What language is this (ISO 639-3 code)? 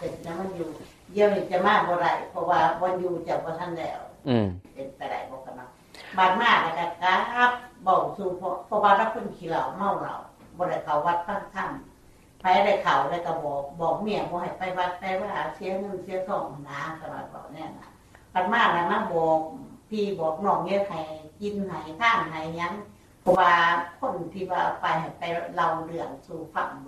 tts